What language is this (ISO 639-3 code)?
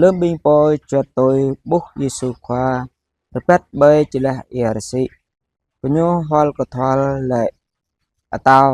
jra